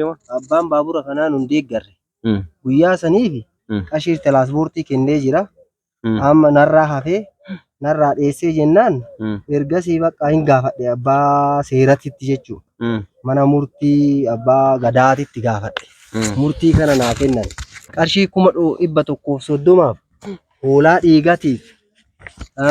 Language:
Oromo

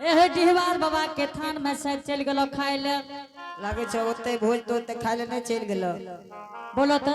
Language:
Angika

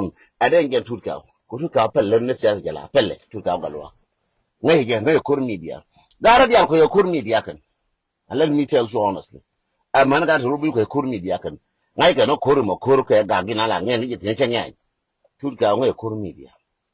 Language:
Nuer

